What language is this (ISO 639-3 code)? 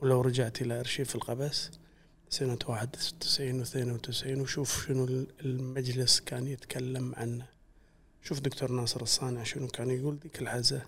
afb